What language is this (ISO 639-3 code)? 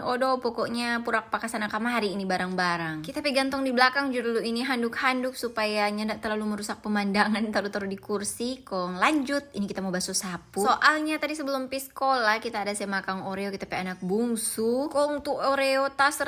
xmm